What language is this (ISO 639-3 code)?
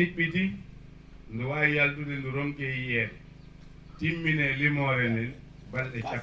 ful